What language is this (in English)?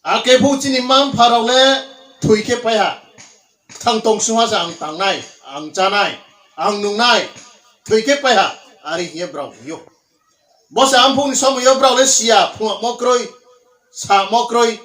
Riang (India)